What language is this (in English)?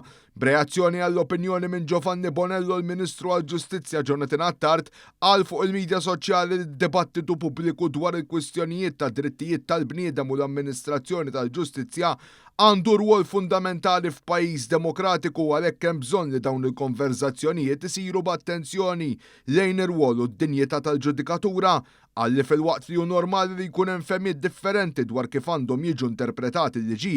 Maltese